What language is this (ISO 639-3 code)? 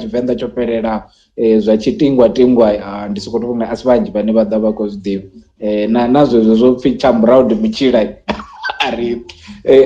ven